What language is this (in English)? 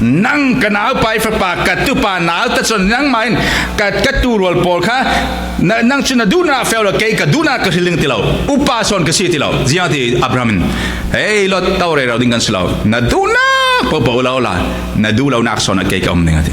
Falam Chin